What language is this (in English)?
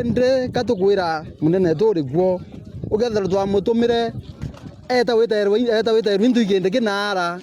Meru